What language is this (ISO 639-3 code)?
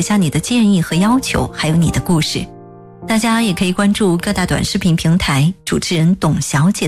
zho